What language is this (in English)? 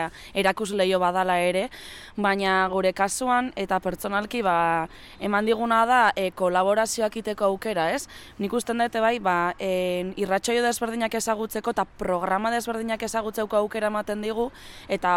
Basque